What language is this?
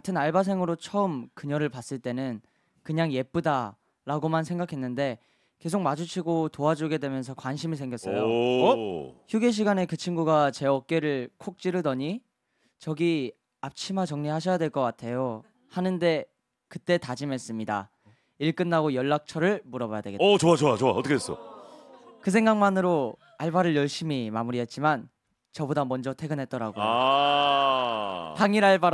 Korean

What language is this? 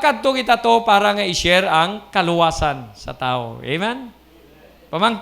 Hiligaynon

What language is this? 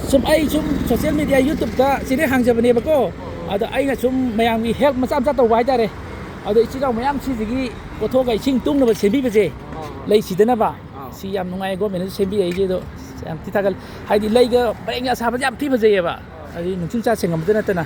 Manipuri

